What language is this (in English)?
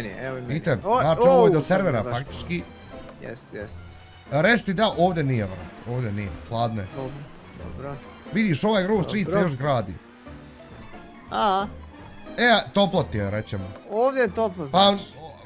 Bosnian